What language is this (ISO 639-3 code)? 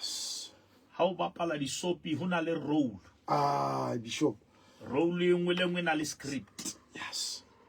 sot